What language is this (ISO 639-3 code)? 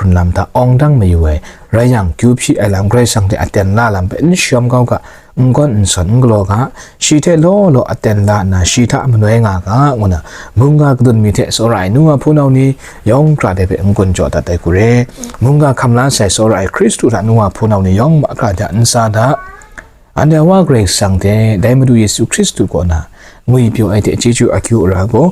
kac